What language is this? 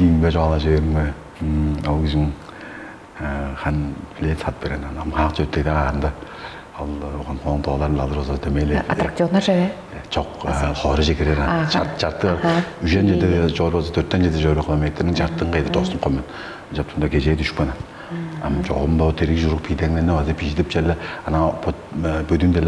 Tuvinian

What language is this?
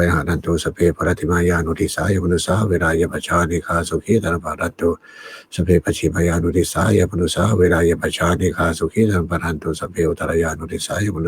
Pali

